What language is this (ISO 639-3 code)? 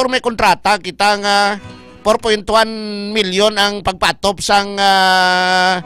hil